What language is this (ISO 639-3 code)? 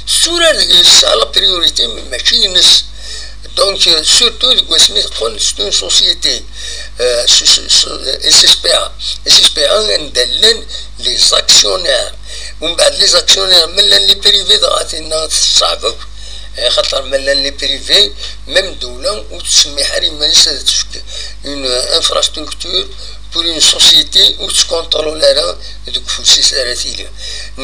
kab